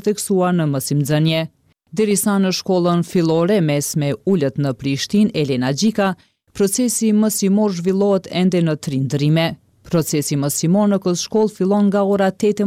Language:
Albanian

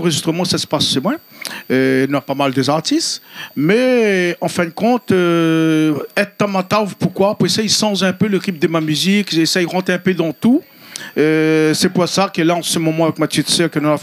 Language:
Réunion Creole French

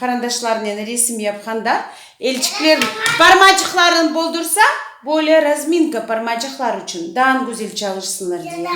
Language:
Crimean Tatar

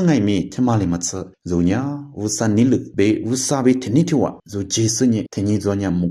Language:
Lisu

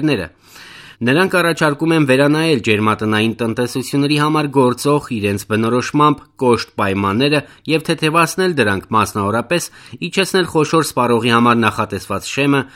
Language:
Armenian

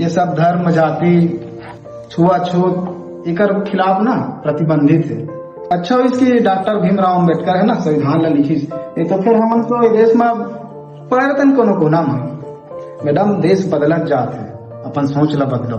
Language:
Chhattisgarhi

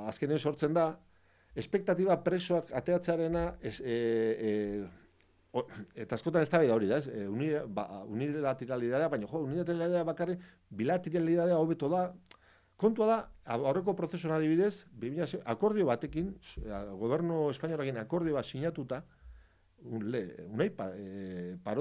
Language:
Basque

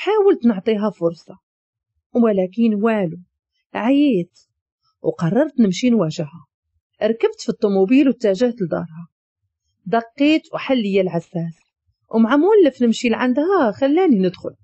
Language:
Moroccan Arabic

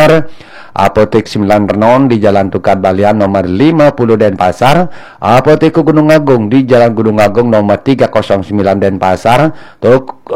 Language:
Balinese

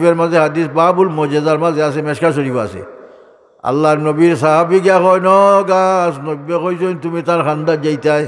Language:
Sylheti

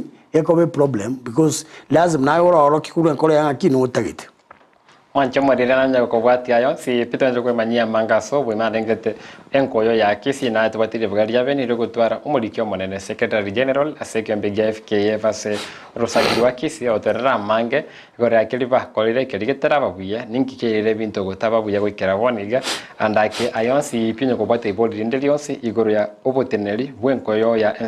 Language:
Gusii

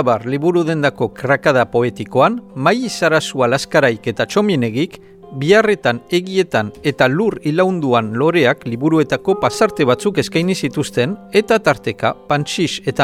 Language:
Basque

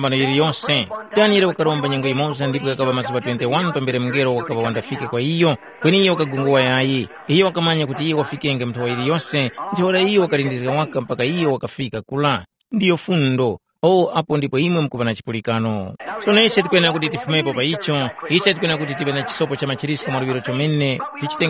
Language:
Tumbuka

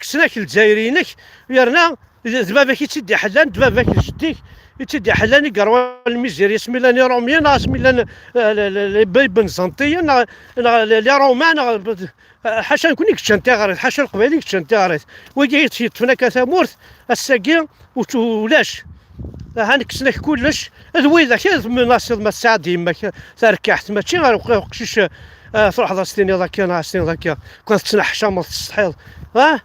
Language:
Kabyle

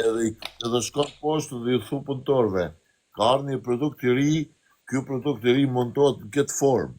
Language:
Albanian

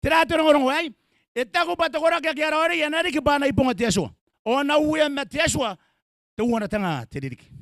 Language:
Gilbertese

